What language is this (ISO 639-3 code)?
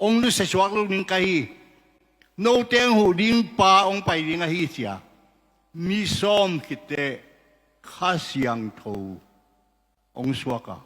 ctd